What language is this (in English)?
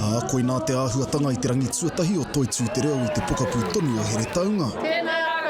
Māori